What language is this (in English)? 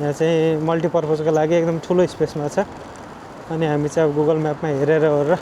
Nepali